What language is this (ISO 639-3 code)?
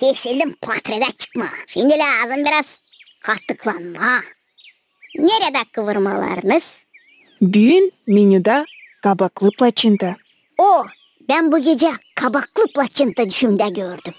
gag